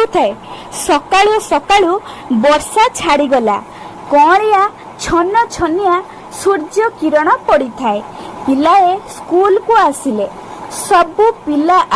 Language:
Odia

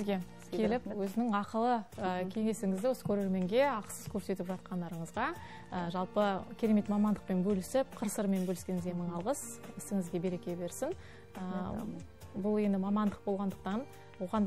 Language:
Kazakh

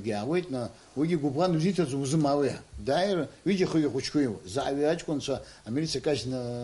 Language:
Abkhazian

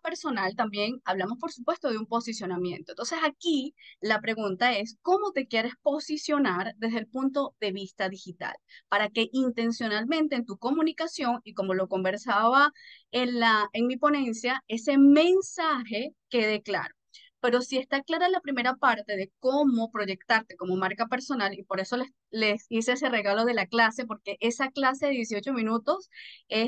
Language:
Spanish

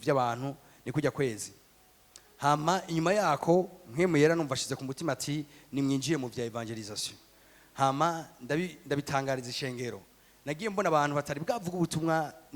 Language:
Rundi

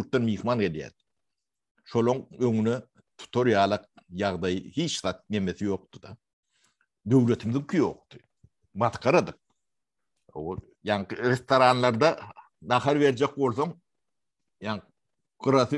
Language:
Turkmen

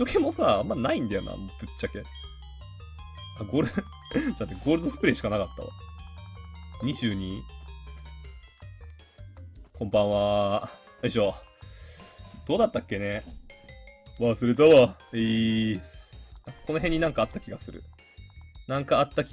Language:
Japanese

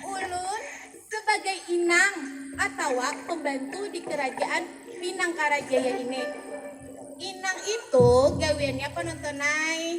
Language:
Banjar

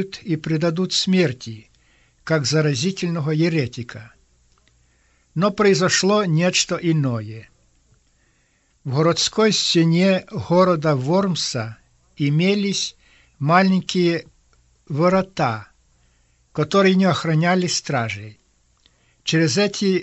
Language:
Russian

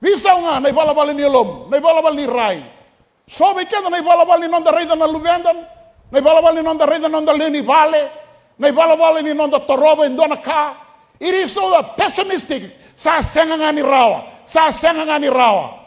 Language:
Fijian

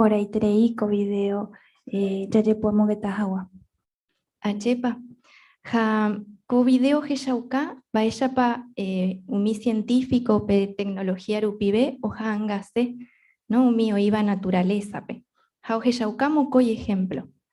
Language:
Guarani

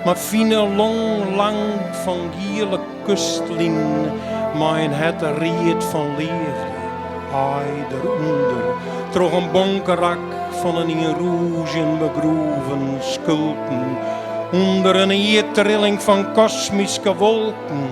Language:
Western Frisian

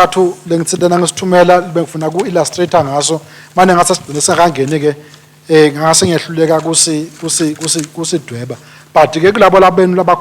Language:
Swati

